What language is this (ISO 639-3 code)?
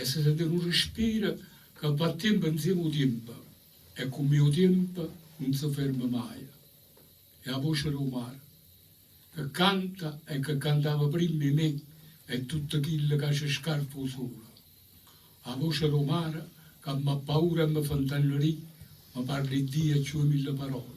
nap